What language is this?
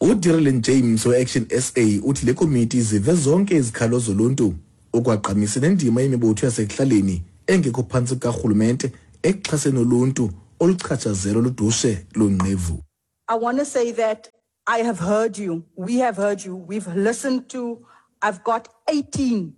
Xhosa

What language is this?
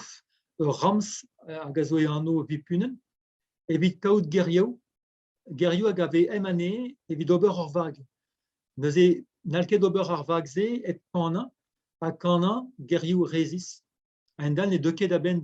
Breton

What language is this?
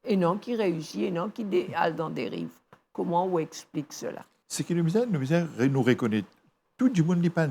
Morisyen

